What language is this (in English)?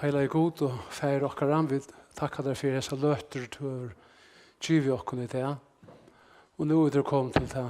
Faroese